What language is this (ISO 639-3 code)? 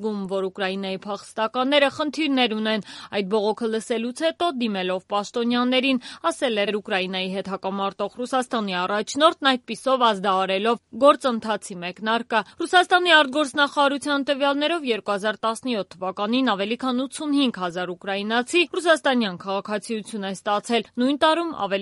hye